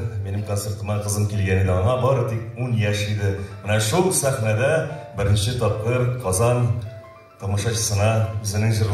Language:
Tatar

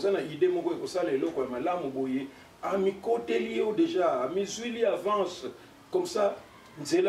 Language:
Lingala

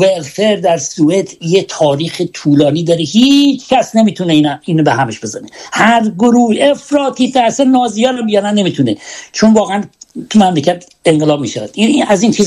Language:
Persian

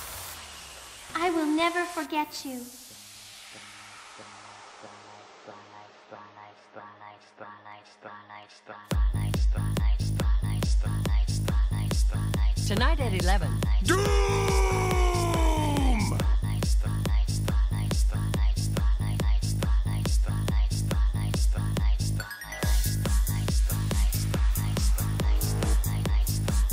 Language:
English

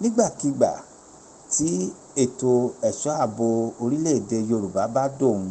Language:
Yoruba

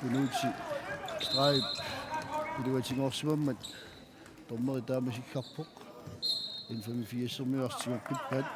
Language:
Kalaallisut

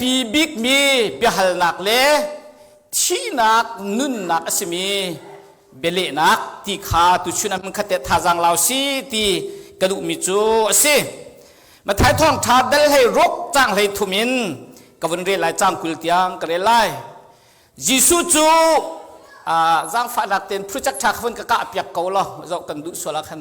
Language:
Hakha Chin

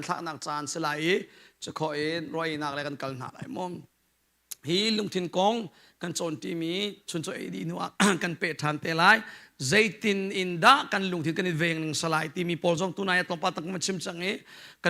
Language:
Hakha Chin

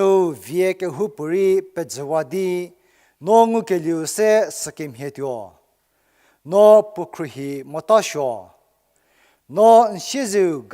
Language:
Angami Naga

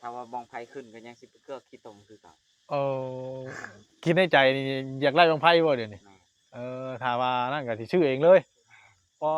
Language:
Northeastern Thai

